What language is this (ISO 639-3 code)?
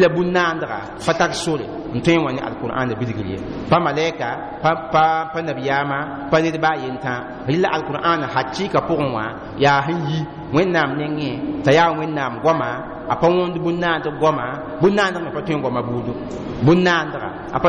mos